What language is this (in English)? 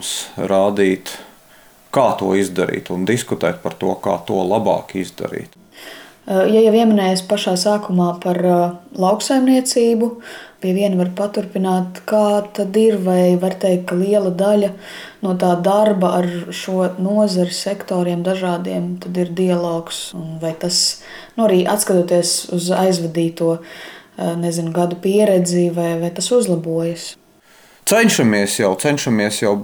Latvian